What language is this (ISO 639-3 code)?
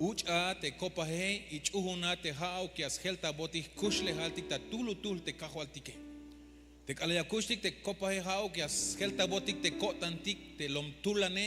tzh